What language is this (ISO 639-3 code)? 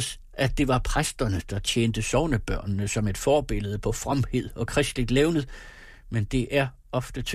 dan